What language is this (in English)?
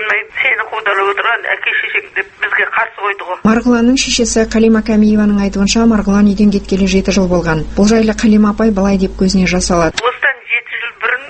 Kazakh